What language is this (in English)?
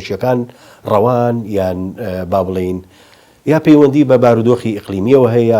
Central Kurdish